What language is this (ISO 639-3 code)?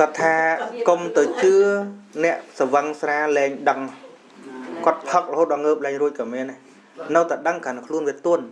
khm